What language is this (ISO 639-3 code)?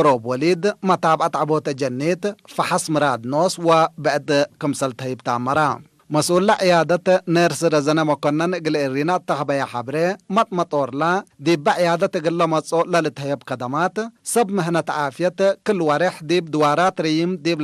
tig